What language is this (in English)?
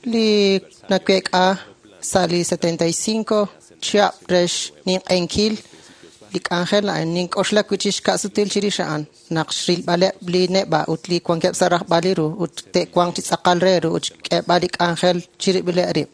Kekchí